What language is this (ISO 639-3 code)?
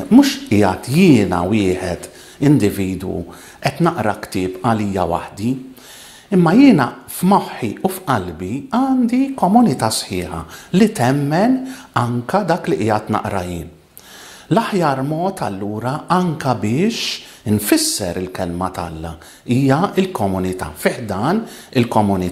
mlt